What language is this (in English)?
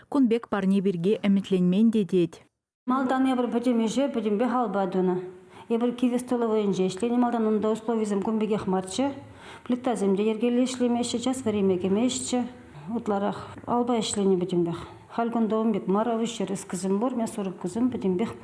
Chuvash